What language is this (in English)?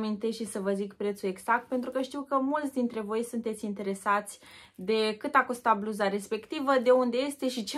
Romanian